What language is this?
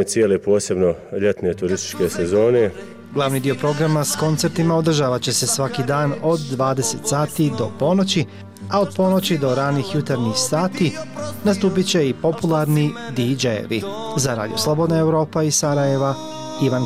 Bosnian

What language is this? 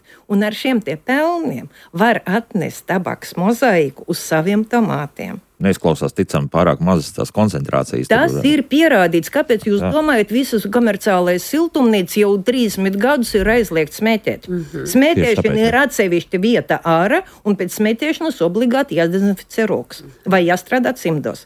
Latvian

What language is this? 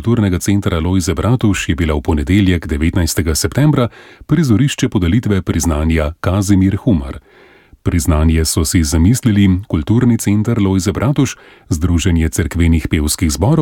Slovenian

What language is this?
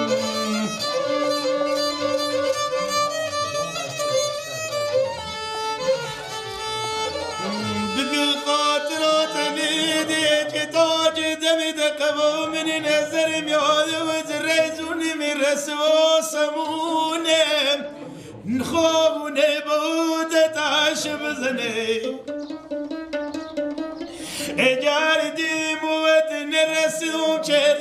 Persian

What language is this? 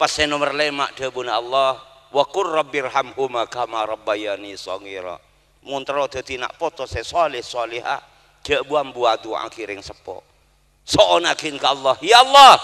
Madurese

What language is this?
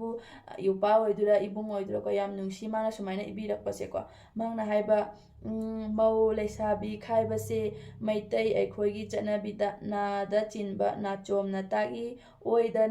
Manipuri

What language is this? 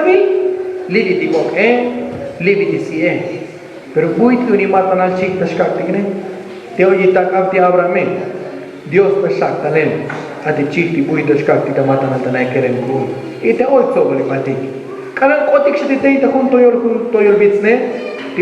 Tzotzil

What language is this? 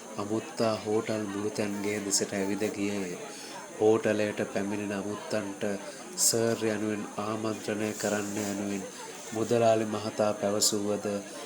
Sinhala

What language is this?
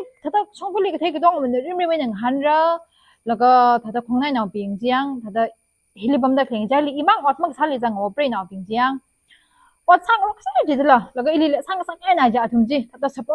Tangkhul Naga (India)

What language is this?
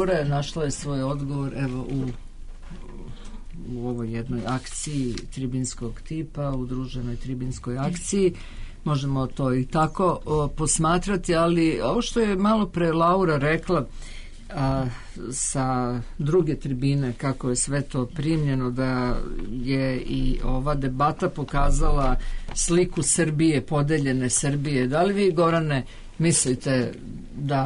Serbian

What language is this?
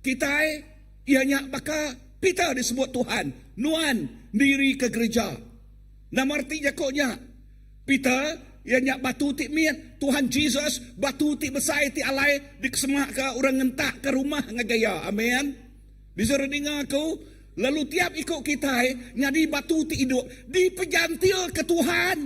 Iban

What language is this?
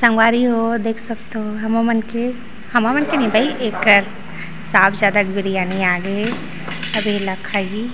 Chhattisgarhi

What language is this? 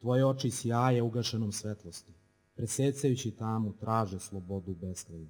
Serbian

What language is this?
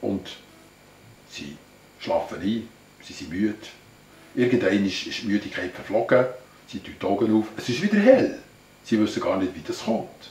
Swiss German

